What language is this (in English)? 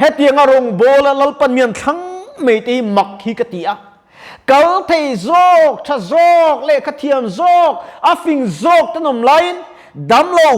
Mizo